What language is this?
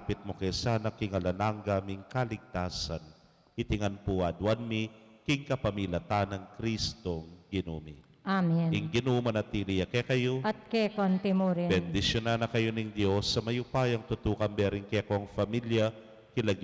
Pampanga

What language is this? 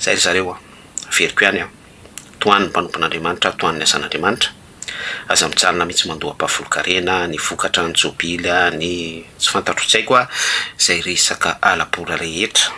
Malagasy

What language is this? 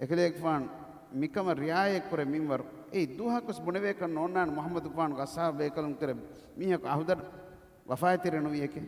Divehi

